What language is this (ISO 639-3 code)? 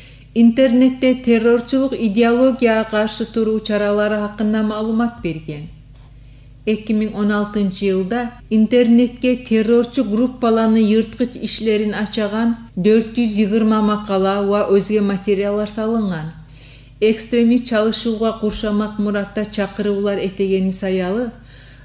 kum